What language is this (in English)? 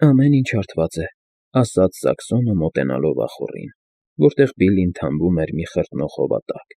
Armenian